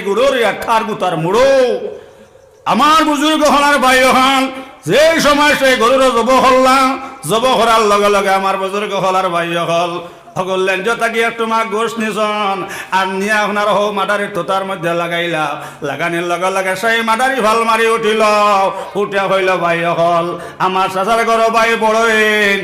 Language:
Sylheti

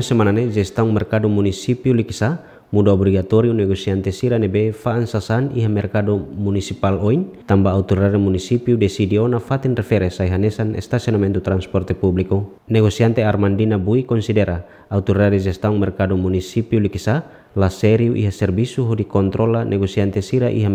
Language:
Tetum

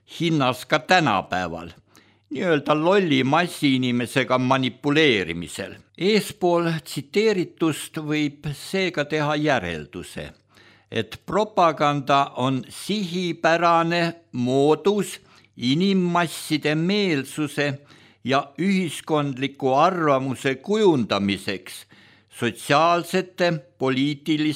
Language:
Estonian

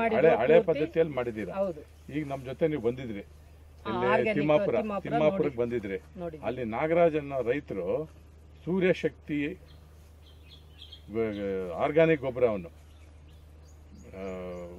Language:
Kannada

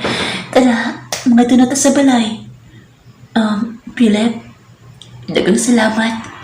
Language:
Cebuano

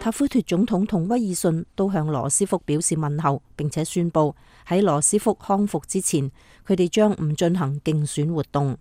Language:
Cantonese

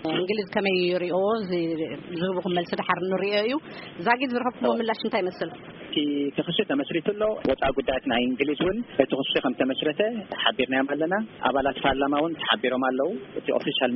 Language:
Tigrinya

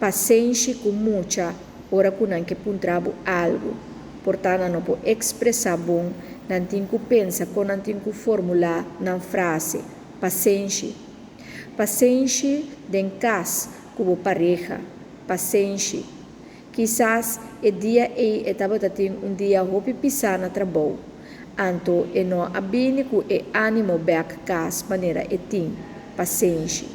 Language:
Papiamento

